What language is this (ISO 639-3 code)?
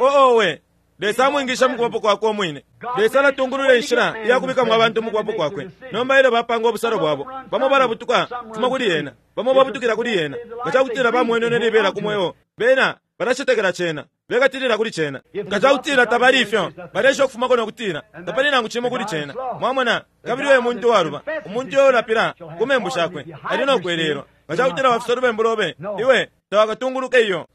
bem